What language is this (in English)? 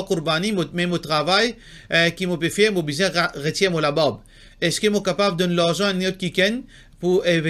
Morisyen